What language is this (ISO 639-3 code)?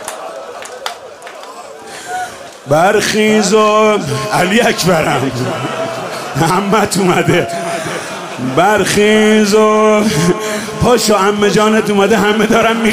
fas